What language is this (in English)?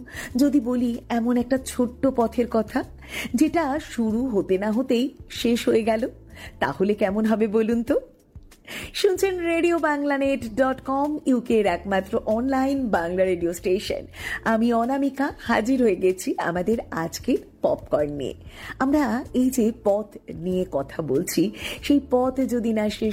Bangla